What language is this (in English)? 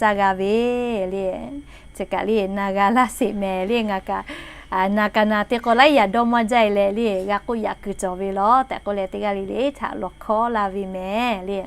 Lahu